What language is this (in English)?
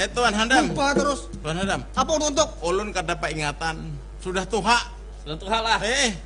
Banjar